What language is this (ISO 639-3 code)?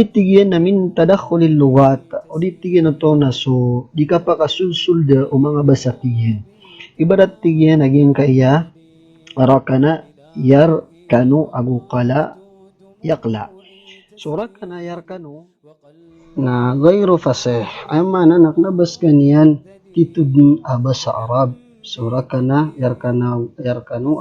mrw